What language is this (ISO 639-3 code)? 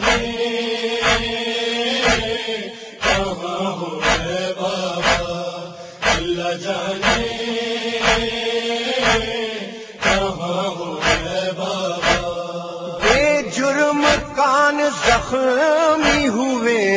urd